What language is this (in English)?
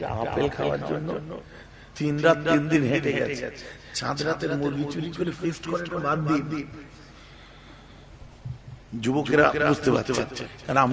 Bangla